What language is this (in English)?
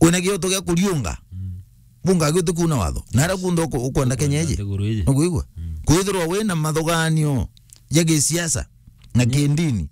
Meru